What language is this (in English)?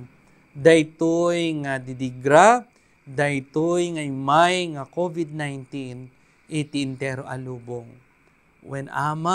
Iloko